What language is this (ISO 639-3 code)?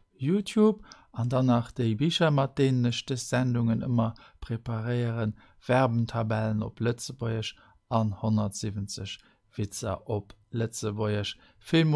ltz